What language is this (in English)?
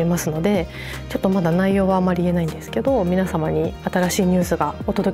Japanese